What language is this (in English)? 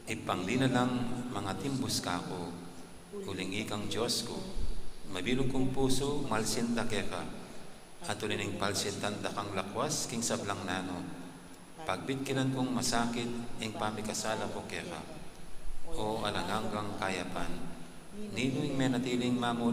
Pampanga